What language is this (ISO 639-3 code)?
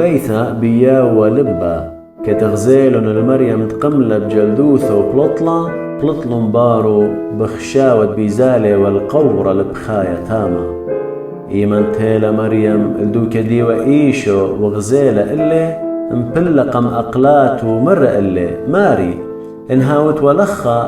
aii